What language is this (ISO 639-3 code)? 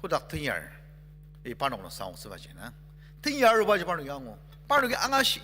njo